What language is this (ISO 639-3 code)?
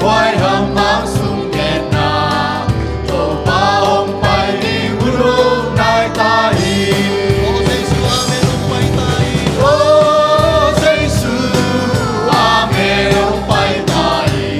ctd